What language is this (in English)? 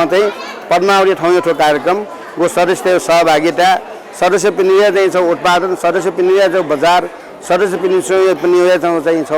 Newari